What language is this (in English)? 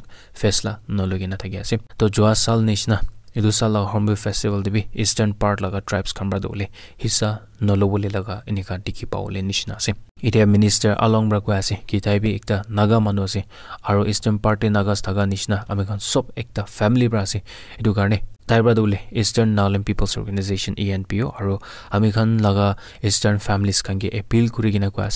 Naga Pidgin